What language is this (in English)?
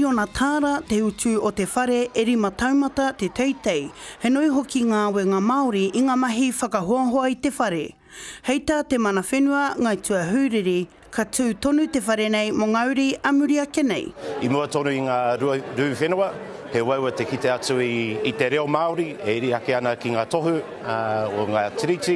Māori